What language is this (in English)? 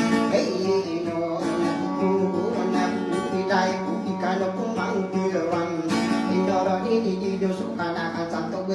Maranao